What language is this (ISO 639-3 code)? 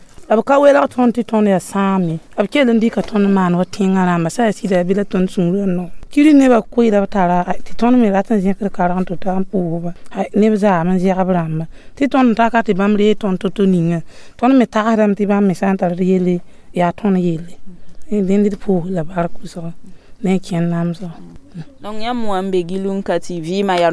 mos